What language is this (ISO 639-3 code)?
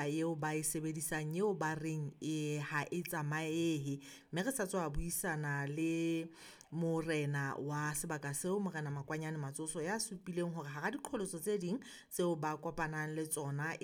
sot